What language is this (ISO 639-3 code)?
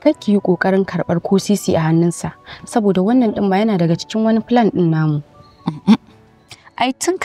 hau